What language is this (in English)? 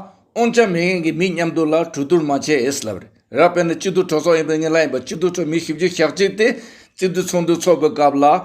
Tibetan